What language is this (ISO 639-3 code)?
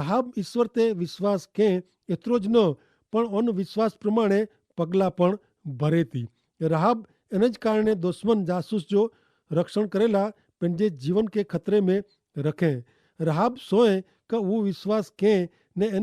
kfr